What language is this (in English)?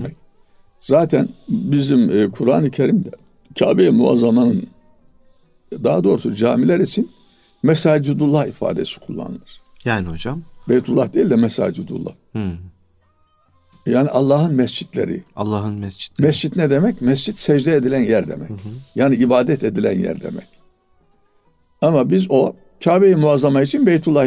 Turkish